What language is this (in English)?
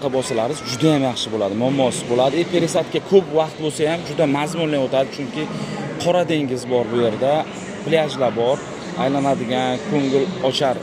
Uzbek